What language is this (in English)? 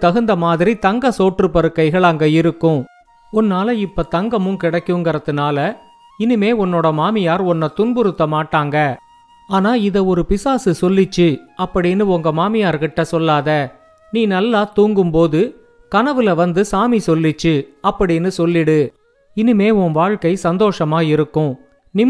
Tamil